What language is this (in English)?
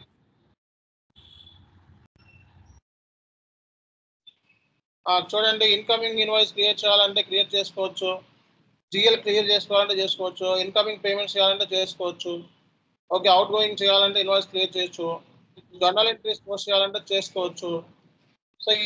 Telugu